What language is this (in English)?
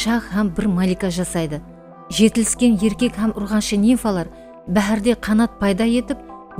Kara-Kalpak